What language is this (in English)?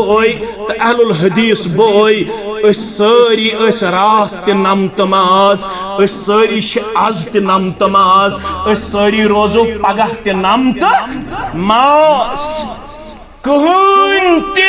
Kashmiri